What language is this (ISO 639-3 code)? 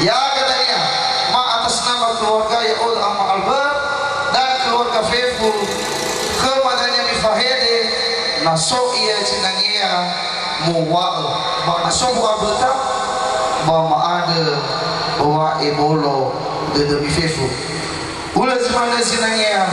nia